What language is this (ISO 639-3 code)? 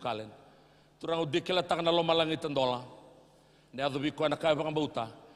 fij